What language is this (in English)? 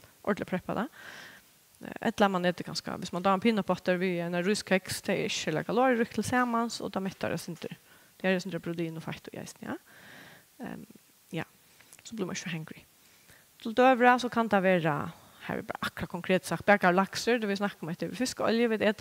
Faroese